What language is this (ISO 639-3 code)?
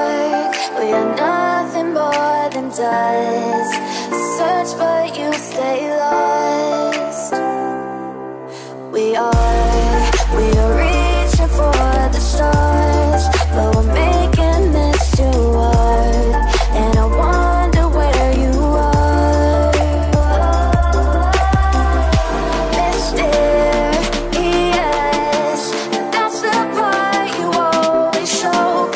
eng